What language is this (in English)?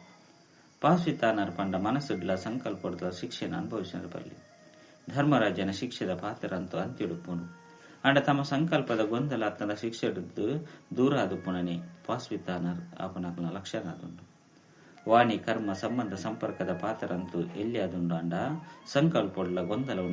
Tulu